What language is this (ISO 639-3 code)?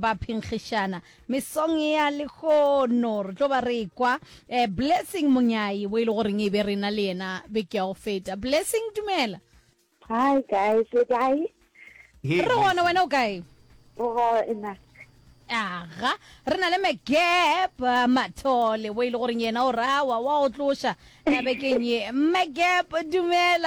nso